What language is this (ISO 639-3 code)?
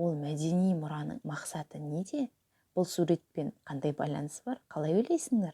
kaz